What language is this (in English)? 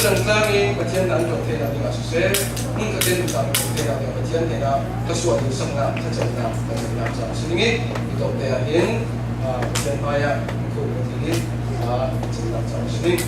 Falam Chin